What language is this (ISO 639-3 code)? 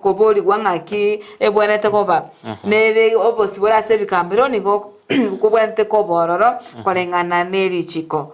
guz